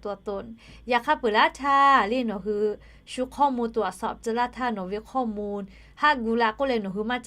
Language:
Lahu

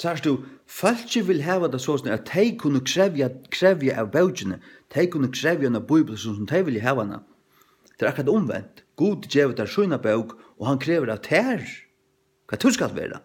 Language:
Faroese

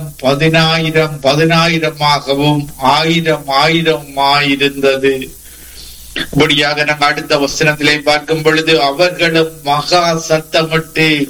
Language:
Tamil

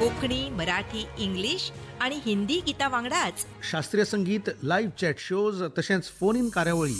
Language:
Konkani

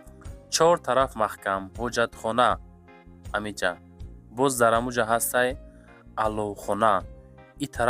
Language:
Tajik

